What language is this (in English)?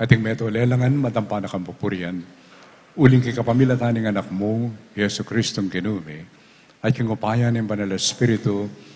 Pampanga